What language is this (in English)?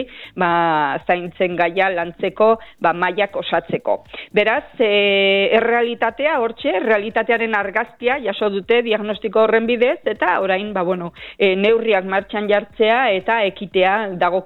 Basque